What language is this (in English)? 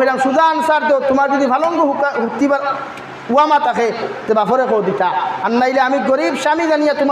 Sylheti